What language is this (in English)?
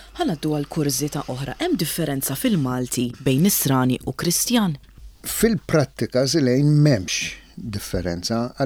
Maltese